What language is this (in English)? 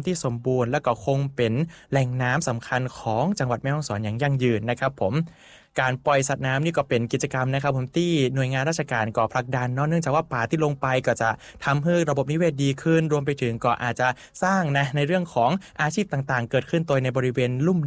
Thai